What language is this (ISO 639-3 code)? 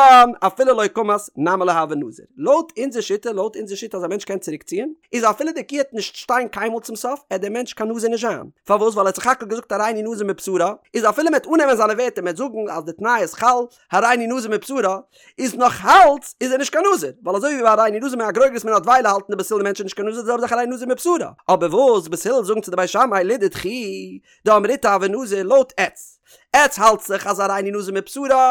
yid